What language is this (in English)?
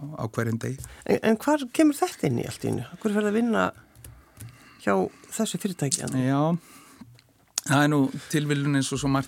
Icelandic